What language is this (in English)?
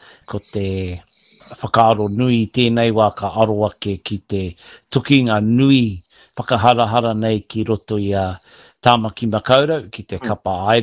Māori